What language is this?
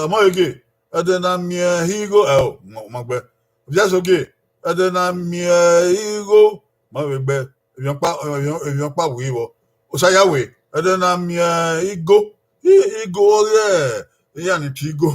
Bini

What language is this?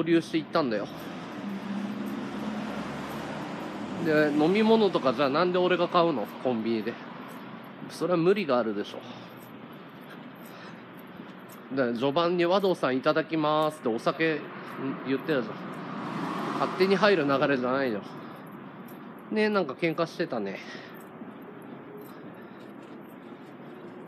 Japanese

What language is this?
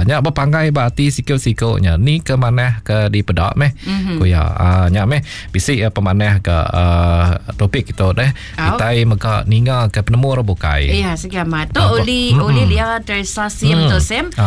Iban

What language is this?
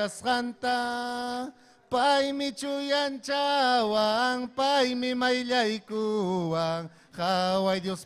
Ayacucho Quechua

